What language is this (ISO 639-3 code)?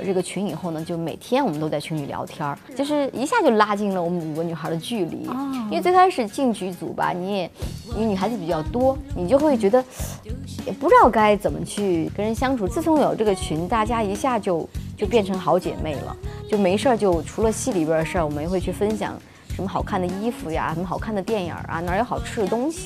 zho